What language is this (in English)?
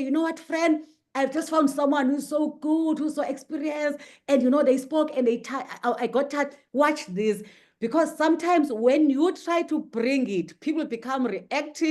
English